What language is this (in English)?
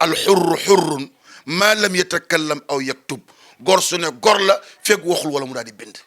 Wolof